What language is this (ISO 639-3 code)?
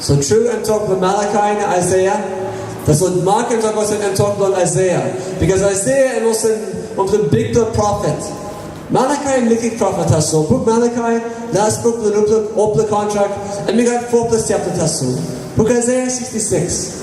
tpi